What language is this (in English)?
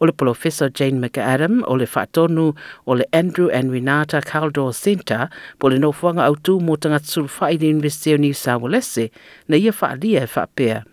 Samoan